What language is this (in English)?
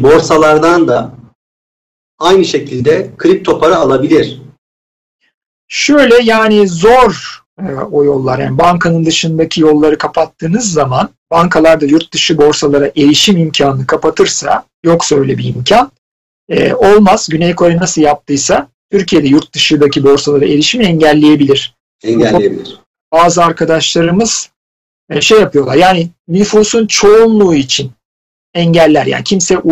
Turkish